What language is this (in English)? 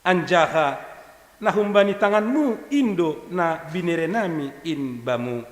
Batak Simalungun